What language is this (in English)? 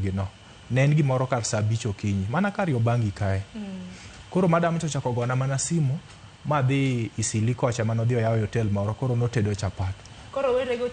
Luo (Kenya and Tanzania)